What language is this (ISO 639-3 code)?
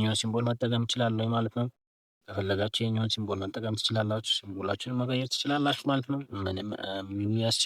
amh